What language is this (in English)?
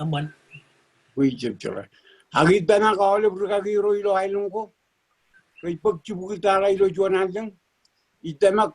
Marshallese